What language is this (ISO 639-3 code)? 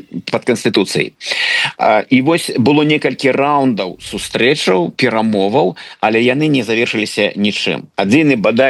bel